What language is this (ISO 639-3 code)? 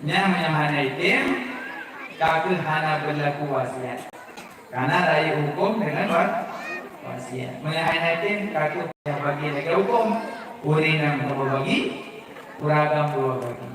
ace